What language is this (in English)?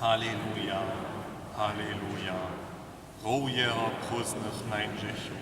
Upper Sorbian